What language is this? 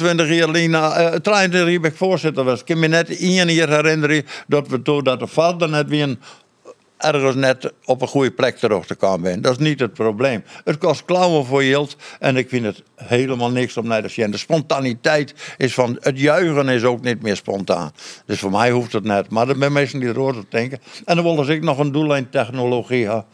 Western Frisian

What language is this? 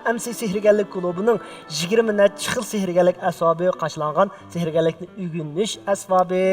Uyghur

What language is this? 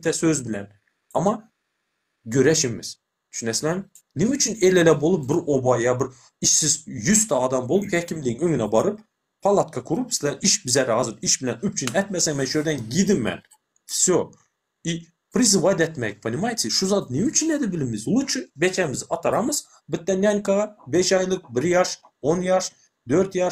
Turkmen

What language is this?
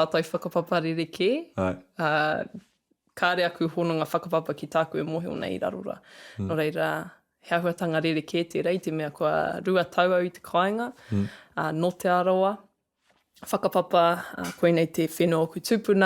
Māori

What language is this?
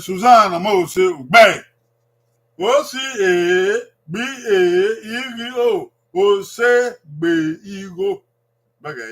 Bini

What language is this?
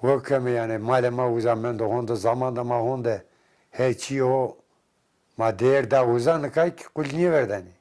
Zaza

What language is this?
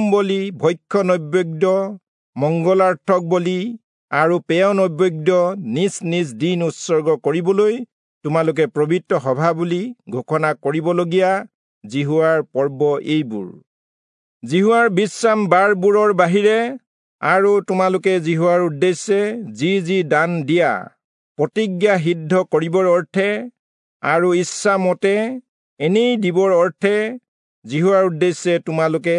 Assamese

